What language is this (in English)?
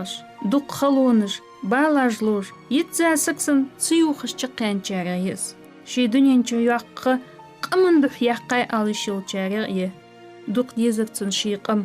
Ingush